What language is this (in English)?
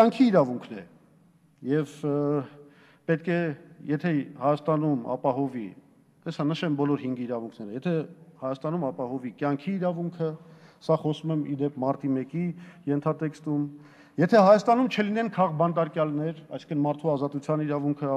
Armenian